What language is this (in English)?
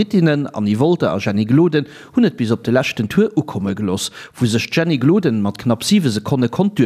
Luxembourgish